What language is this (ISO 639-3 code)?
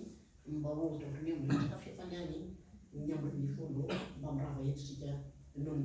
mlg